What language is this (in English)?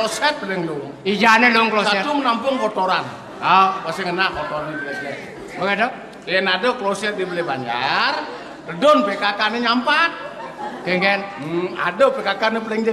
Balinese